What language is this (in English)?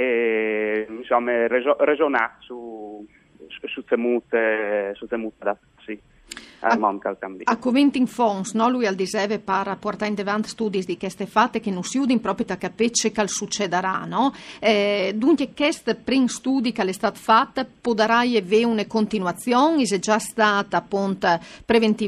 Friulian